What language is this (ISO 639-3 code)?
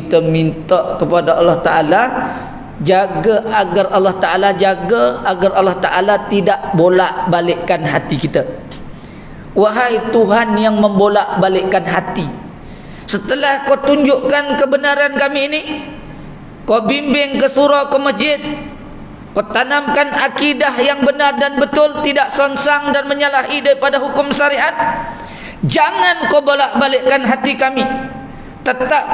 msa